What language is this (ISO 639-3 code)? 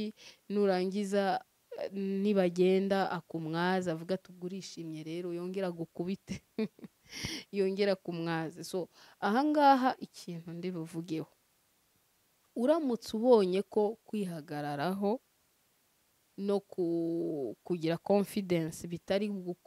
kin